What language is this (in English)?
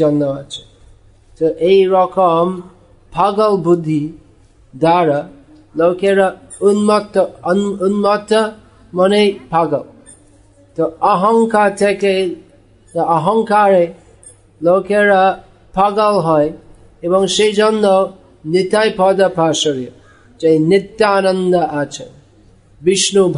Bangla